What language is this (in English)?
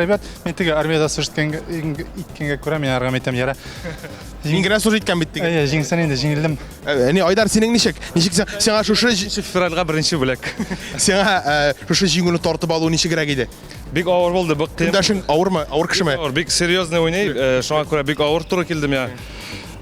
Tatar